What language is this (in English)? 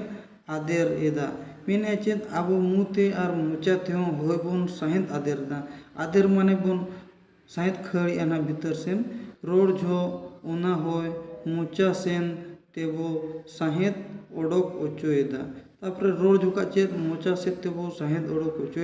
Santali